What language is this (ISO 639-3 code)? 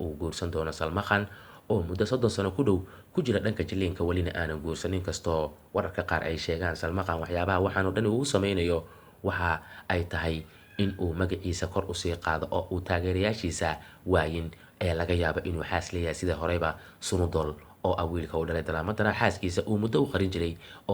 som